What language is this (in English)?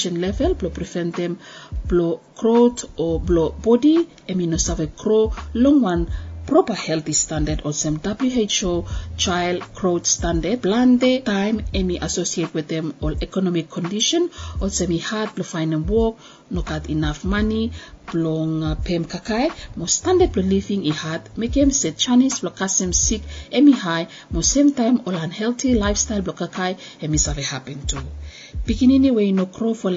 Bislama